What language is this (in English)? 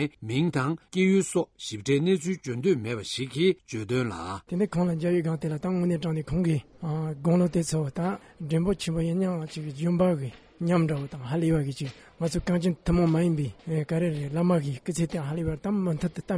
Tibetan